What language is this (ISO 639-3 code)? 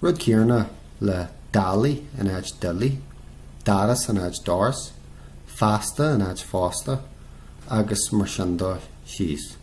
gle